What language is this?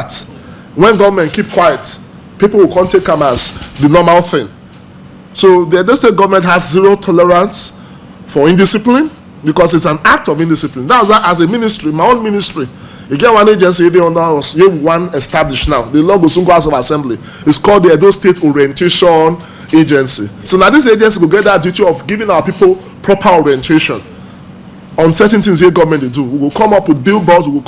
Nigerian Pidgin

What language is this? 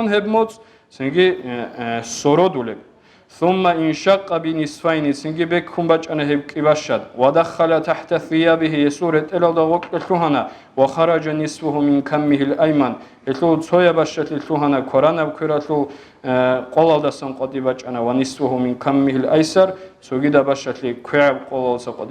Avaric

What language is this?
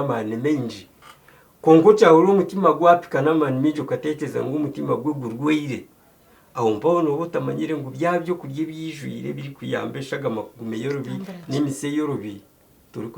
Nyankole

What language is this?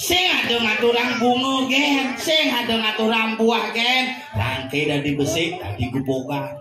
Balinese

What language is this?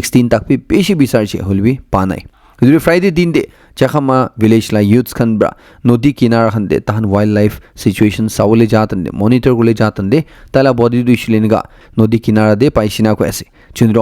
Naga Pidgin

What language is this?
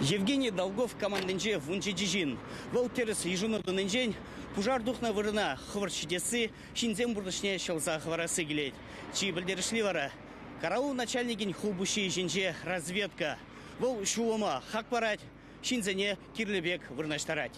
Chuvash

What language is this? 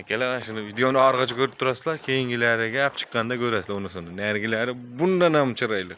Uzbek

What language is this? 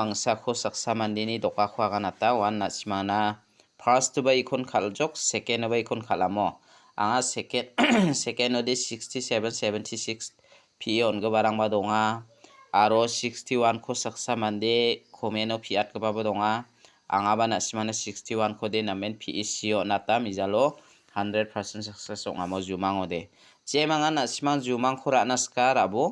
Garo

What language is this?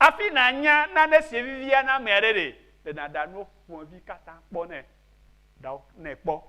Ewe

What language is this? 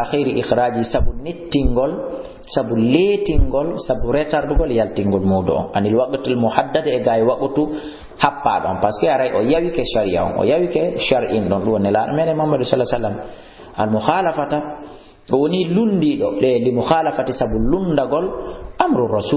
Fula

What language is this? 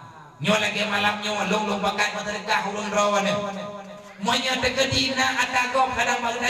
Achinese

